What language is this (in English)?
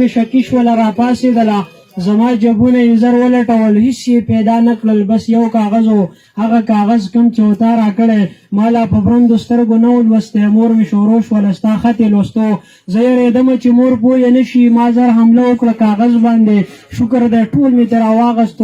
Pashto